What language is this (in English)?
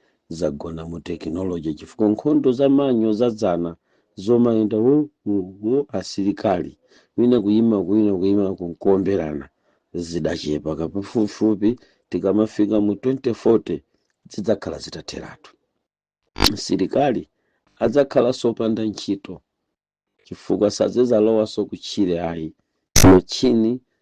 Nyanja